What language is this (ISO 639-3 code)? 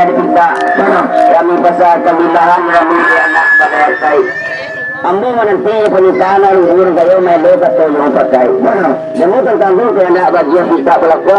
min